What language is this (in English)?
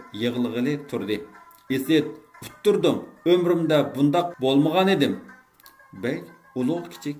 Uyghur